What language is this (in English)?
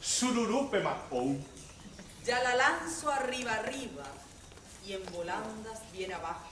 Guarani